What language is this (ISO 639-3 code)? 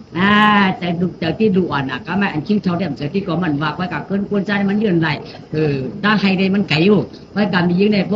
shn